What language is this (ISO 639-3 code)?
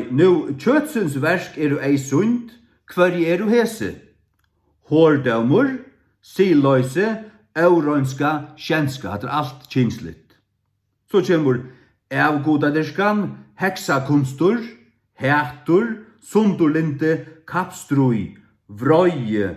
fao